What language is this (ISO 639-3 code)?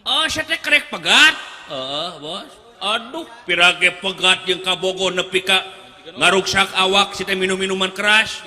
sun